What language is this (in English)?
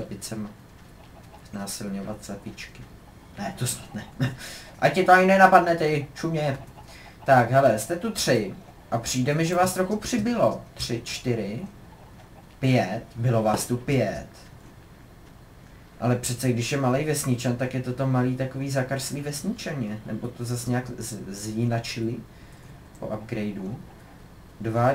Czech